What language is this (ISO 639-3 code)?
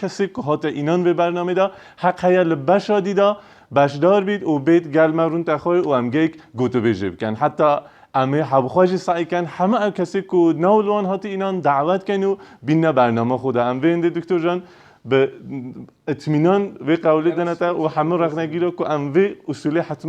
kur